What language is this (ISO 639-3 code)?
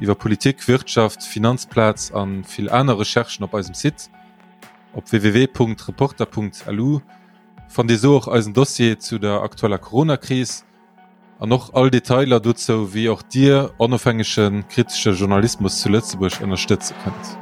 ltz